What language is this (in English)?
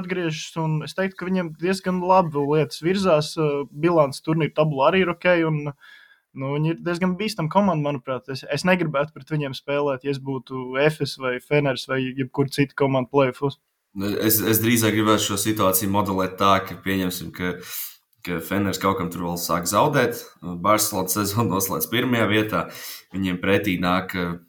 Latvian